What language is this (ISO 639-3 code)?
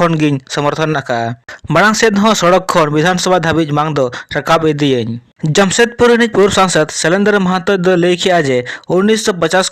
sat